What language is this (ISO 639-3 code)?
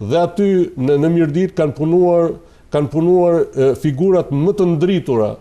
sqi